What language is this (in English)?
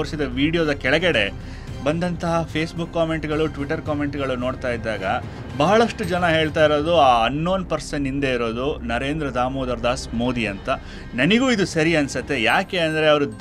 Kannada